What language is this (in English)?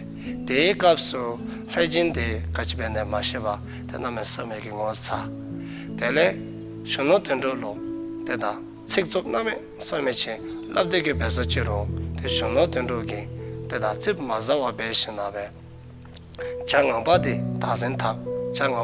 Dzongkha